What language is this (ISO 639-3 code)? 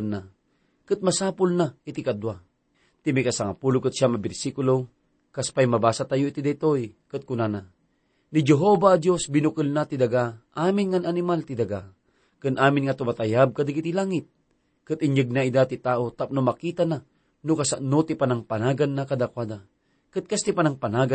ilo